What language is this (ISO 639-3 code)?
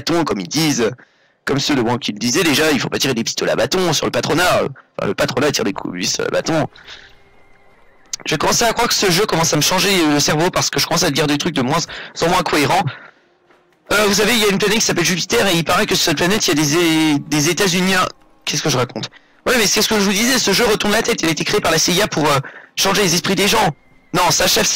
fra